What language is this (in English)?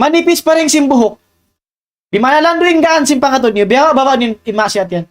Tausug